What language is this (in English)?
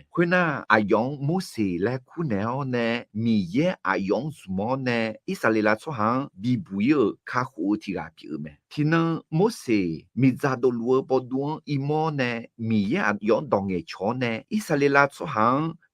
Akha